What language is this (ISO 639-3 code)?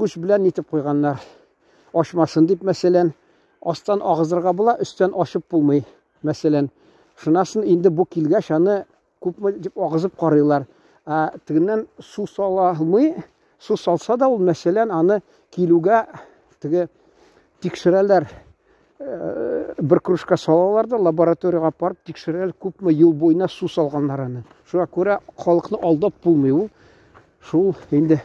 tat